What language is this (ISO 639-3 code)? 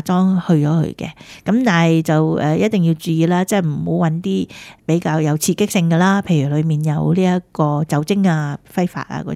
yue